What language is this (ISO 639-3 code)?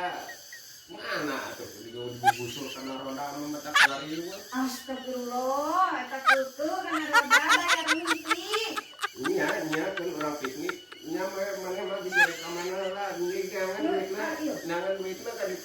sun